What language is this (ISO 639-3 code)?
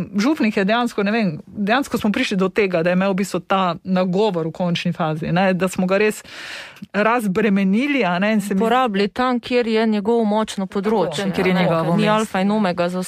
slv